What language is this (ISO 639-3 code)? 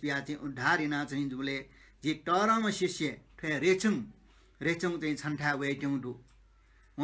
new